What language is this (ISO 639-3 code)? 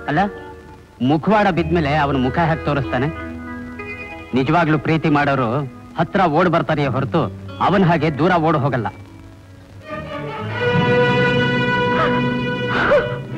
kan